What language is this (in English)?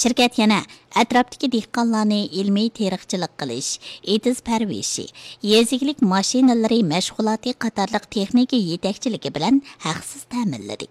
Uyghur